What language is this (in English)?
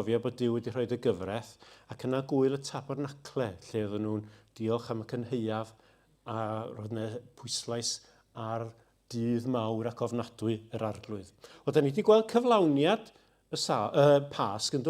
Welsh